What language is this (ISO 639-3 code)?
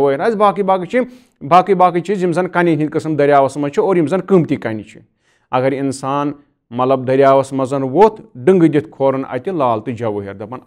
kas